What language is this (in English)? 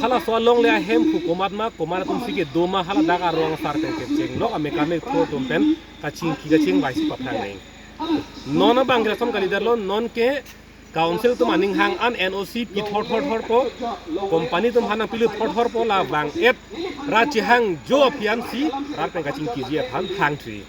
Karbi